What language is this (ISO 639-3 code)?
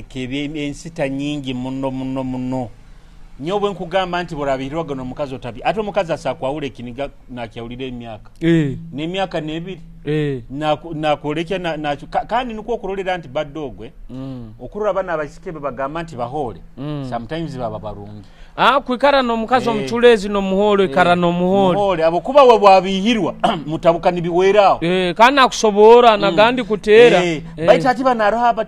nyo